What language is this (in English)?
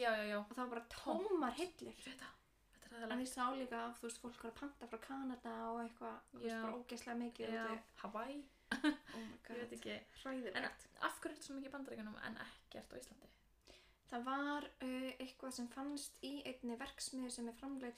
Icelandic